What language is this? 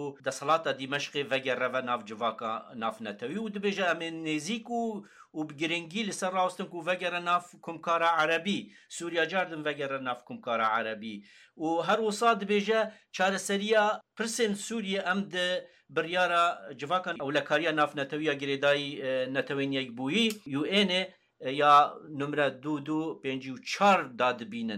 Kurdish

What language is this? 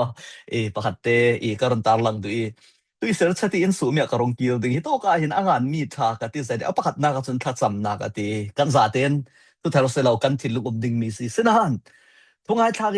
Falam Chin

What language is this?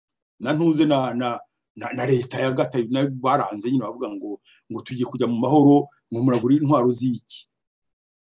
Kinyarwanda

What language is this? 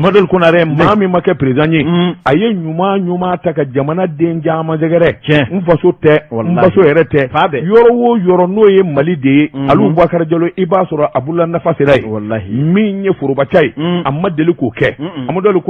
Bambara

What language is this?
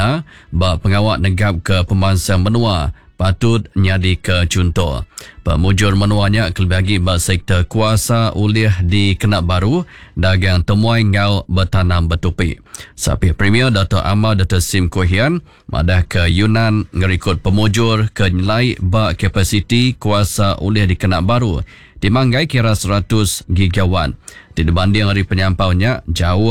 Iban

